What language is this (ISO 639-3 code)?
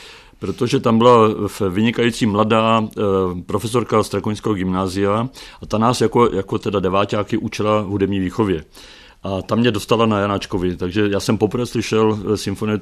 ces